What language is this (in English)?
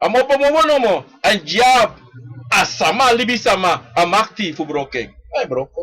Sranan Tongo